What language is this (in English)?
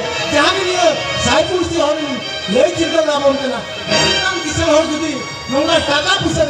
Santali